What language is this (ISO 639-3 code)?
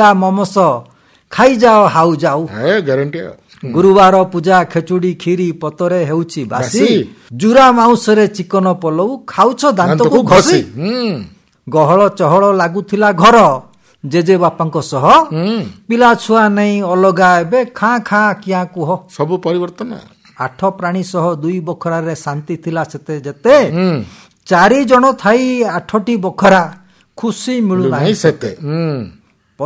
ori